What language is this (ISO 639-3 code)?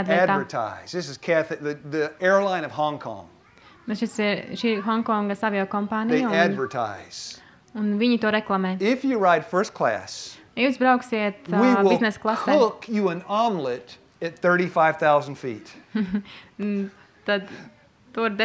lav